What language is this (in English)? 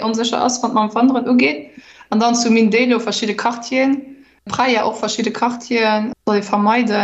Luxembourgish